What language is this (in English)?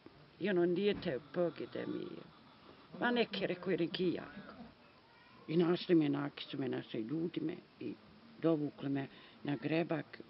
Bosnian